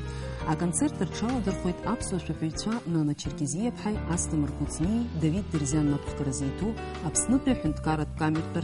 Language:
Abkhazian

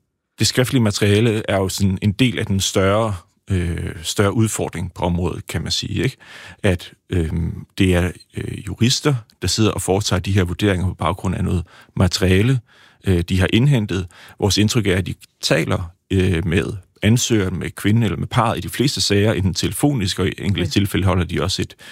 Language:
Danish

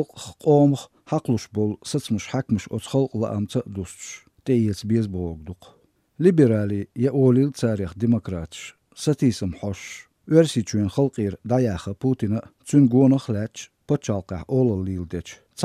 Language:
Chechen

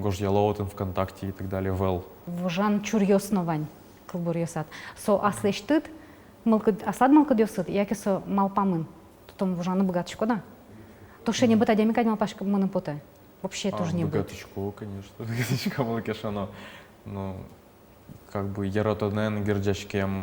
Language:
Udmurt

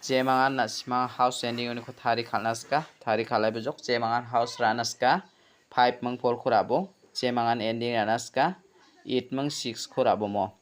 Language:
Garo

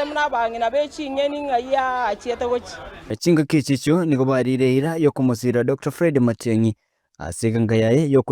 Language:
Gusii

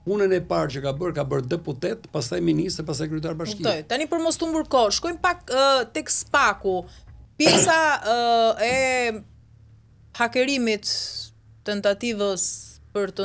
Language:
Albanian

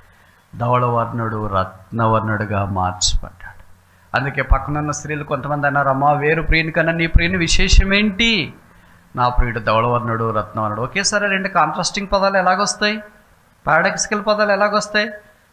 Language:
Telugu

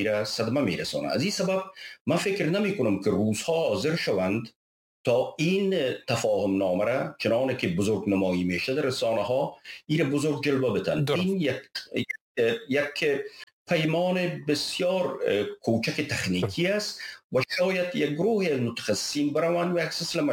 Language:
Persian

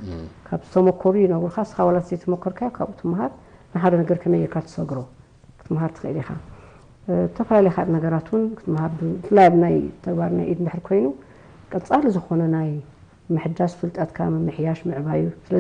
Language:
Tigrinya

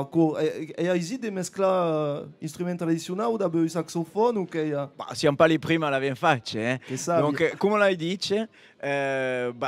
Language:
Occitan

